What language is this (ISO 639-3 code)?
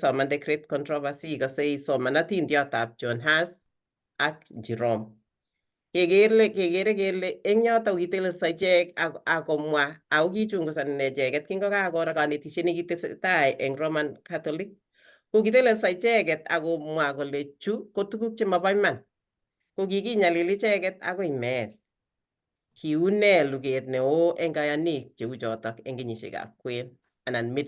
kln